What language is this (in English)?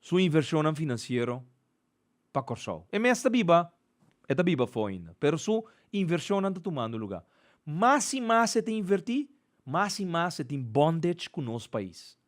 Papiamento